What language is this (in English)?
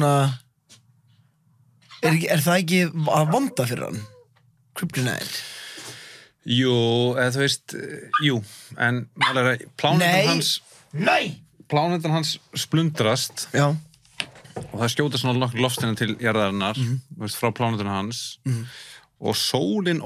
Icelandic